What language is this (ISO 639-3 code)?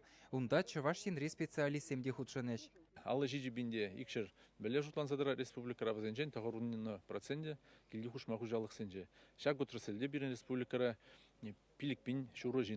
chv